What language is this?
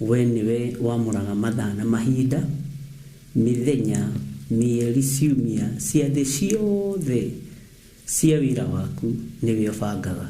Kikuyu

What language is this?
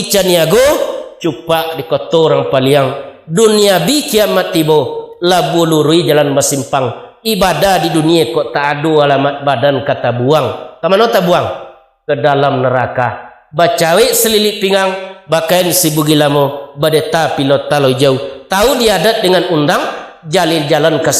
Minangkabau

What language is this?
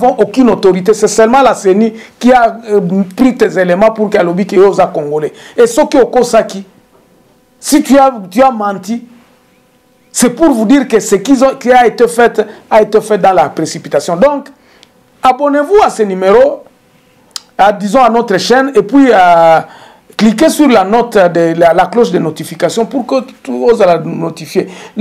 French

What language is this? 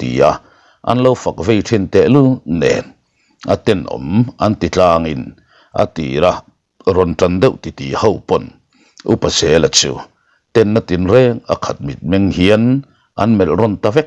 Mizo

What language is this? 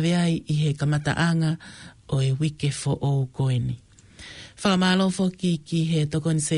Tongan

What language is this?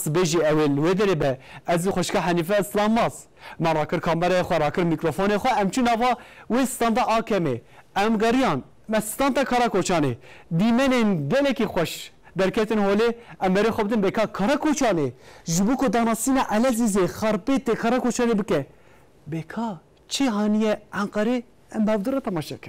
Kurdish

